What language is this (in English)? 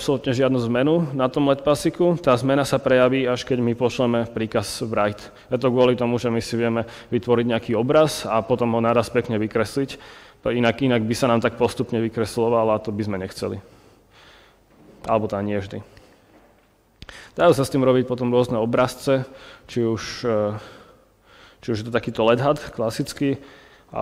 Slovak